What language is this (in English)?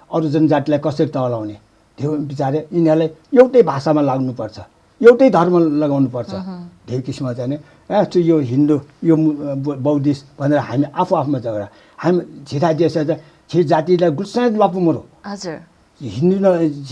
Newari